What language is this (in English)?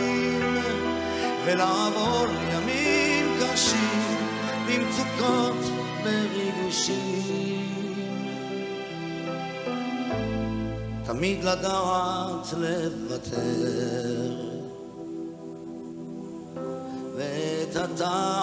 Hebrew